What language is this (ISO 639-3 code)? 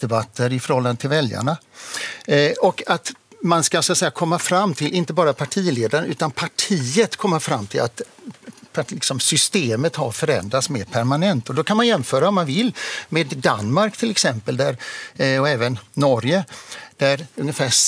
swe